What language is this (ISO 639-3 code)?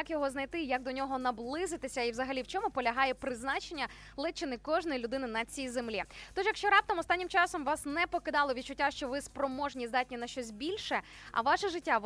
ukr